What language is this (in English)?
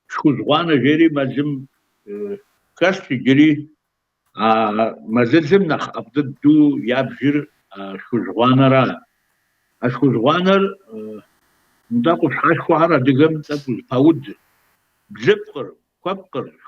Kabardian